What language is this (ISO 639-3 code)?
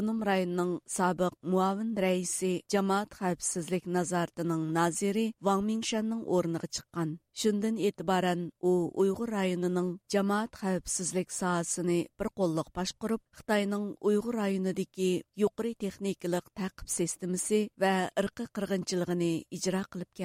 uig